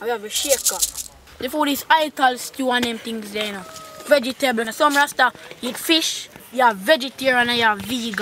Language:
Jamaican Creole English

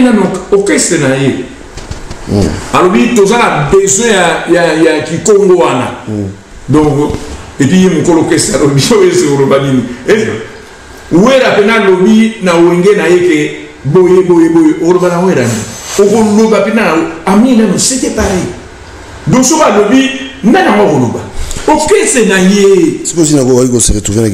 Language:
Lingala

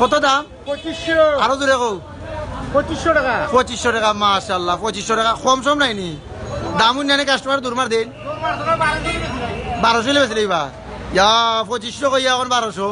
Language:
Sylheti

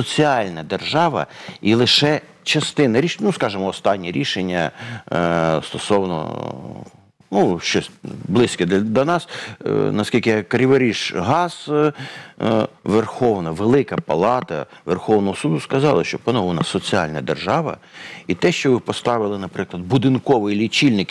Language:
Ukrainian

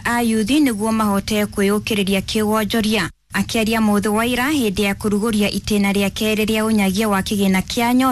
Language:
Kikuyu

